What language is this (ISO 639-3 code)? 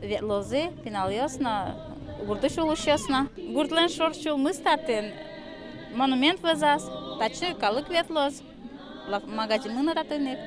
udm